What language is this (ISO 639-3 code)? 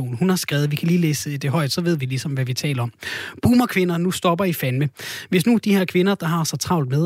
dan